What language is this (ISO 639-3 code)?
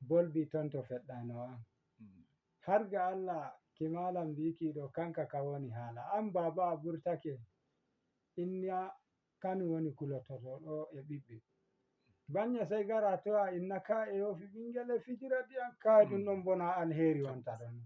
ful